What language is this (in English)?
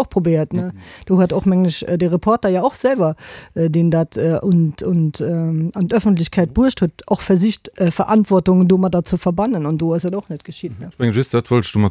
Luxembourgish